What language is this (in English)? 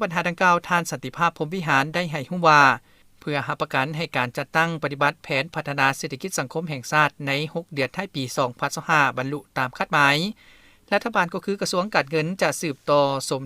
Lao